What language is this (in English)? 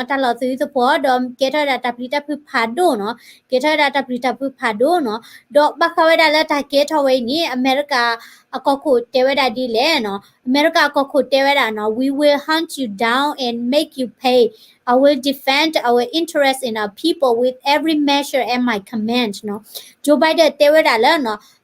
S'gaw Karen